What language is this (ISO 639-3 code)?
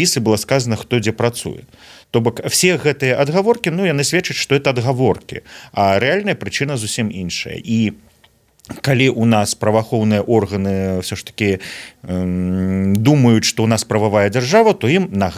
bel